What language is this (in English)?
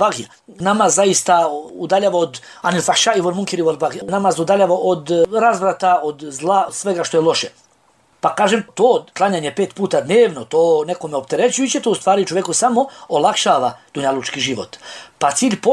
Bosnian